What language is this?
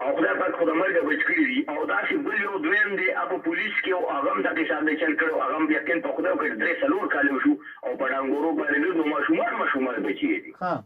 Pashto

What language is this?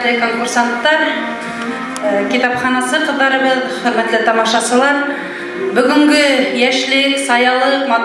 Bashkir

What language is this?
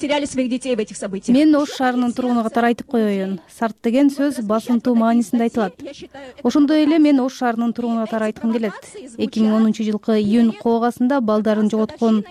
Kyrgyz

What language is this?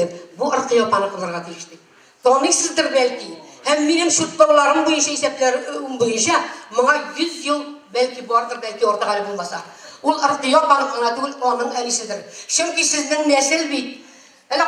Tatar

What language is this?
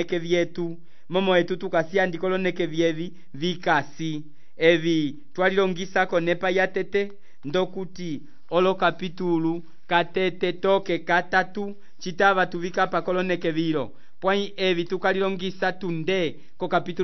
Umbundu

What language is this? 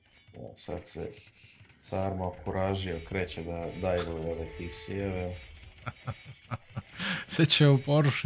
Croatian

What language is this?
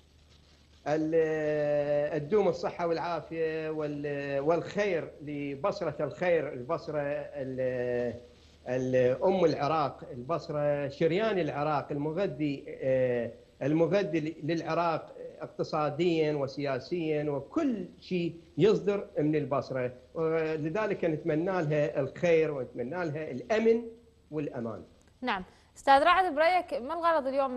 Mesopotamian Arabic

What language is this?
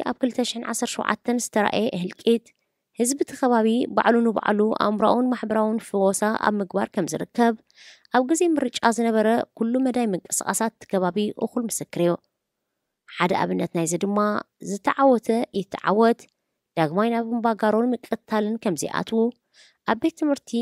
Tigrinya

